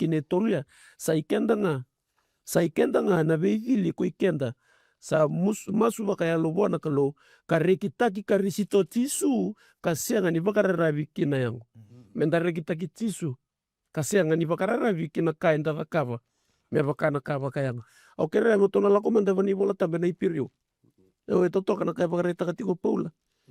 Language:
Fijian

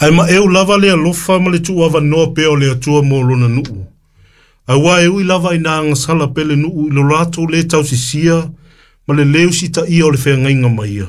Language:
Samoan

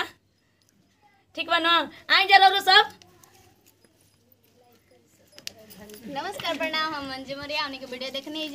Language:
Bhojpuri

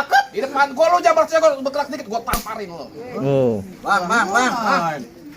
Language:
Betawi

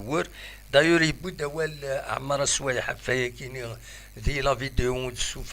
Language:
Kabyle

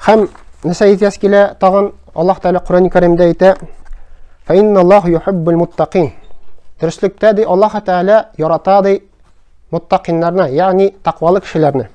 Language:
Tatar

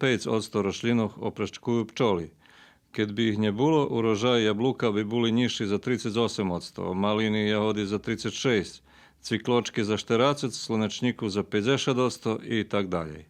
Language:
Rusyn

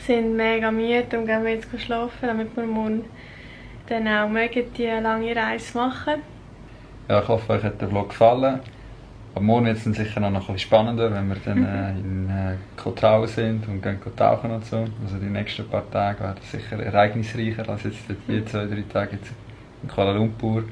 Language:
Swiss German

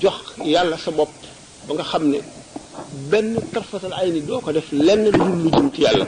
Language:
Wolof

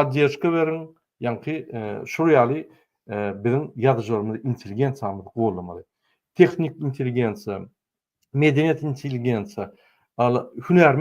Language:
Turkmen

